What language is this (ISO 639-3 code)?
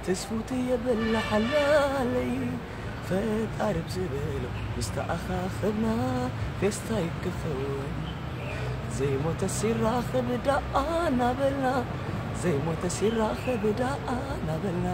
tir